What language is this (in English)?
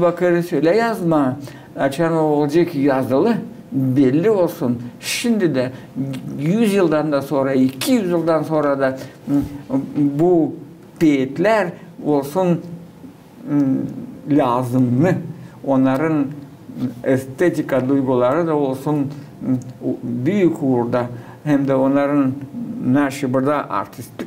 Gagauz